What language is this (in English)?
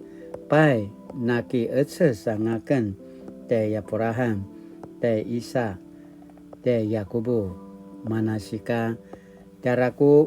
Paiwan